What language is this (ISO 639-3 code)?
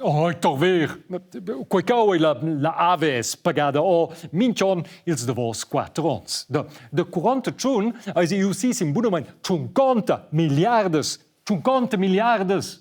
roh